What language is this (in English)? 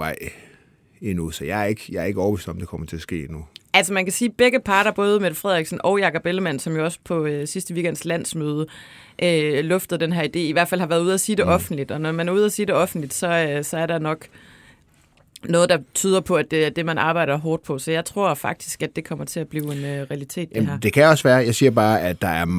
Danish